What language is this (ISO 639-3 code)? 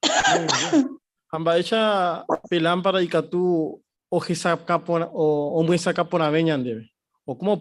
grn